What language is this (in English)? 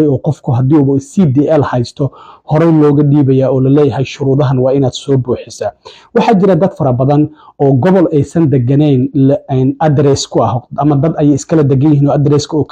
Somali